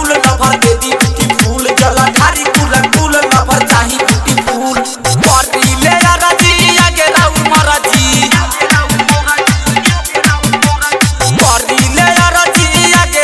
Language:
Bhojpuri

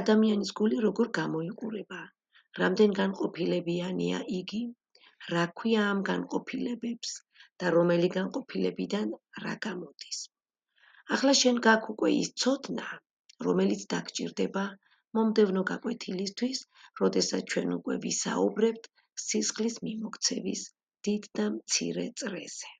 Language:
Georgian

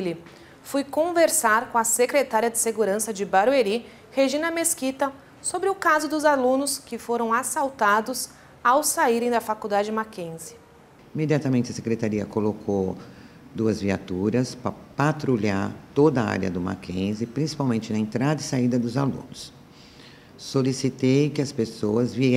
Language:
Portuguese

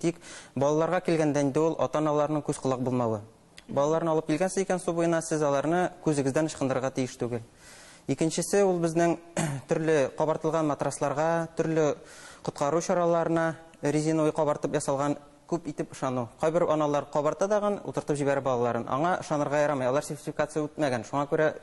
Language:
Tatar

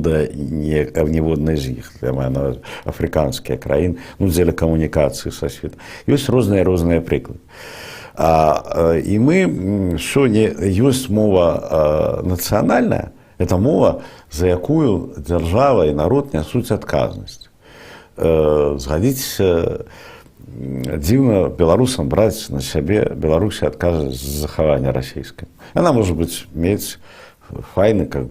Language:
Belarusian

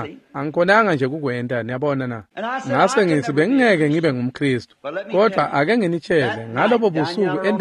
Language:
Swati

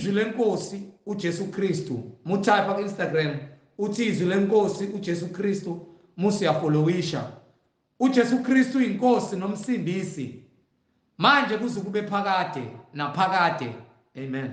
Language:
Zulu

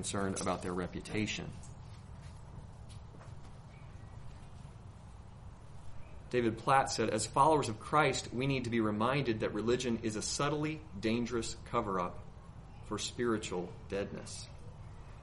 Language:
English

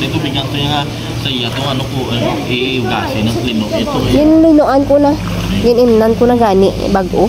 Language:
Hiligaynon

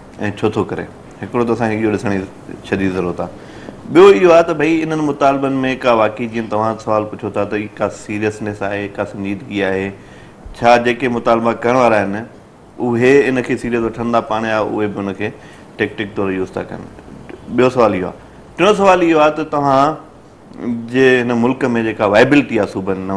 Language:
Sindhi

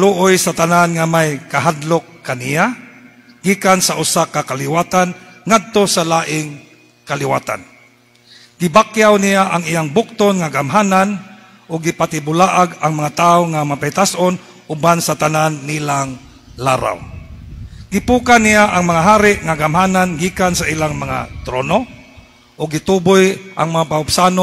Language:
Cebuano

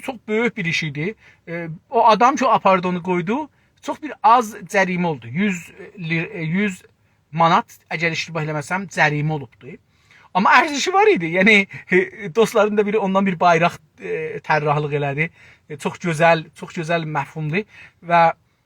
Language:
South Azerbaijani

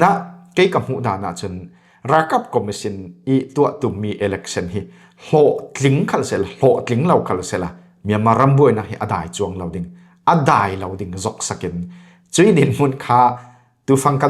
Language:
Falam Chin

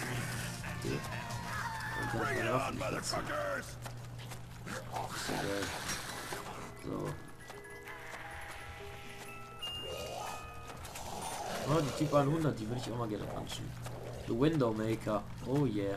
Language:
German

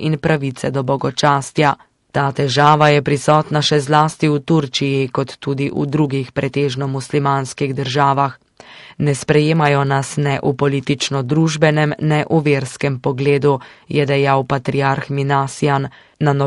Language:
Slovenian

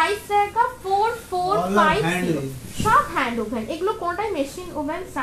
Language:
Bangla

